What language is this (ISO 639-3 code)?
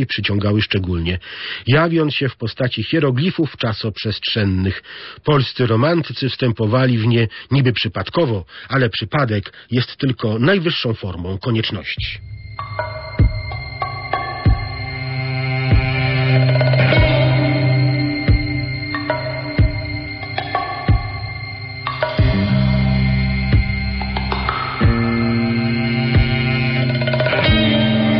pol